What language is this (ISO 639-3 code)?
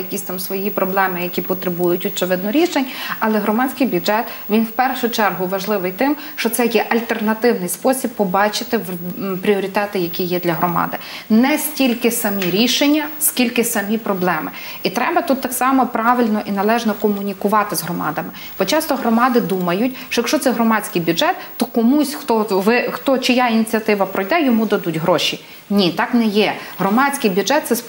ukr